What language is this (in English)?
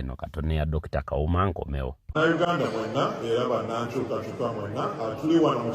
Ganda